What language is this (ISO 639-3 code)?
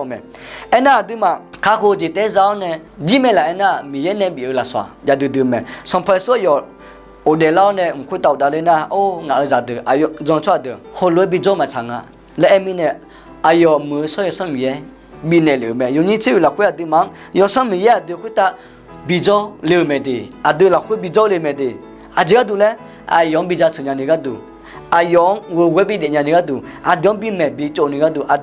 ahk